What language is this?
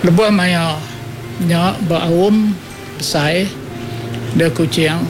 Iban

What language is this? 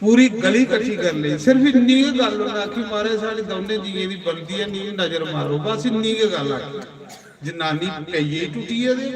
Dogri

